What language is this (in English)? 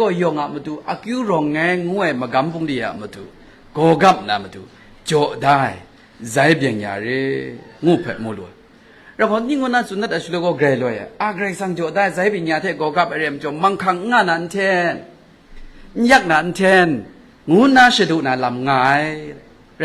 Kachin